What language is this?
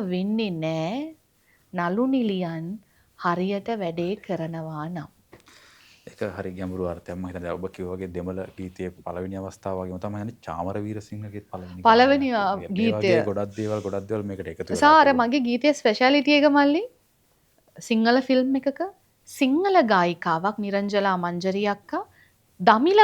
Sinhala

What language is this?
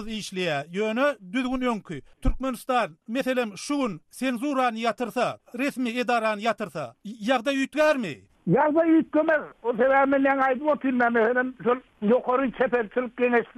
Turkmen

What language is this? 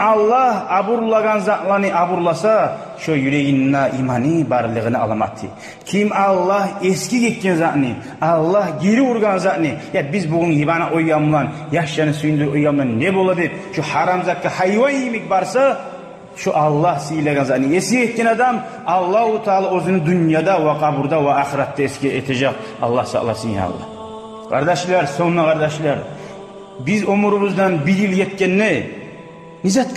Kumyk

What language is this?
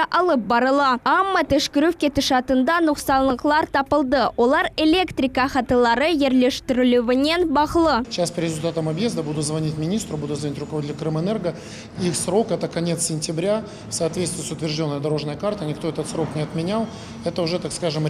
Crimean Tatar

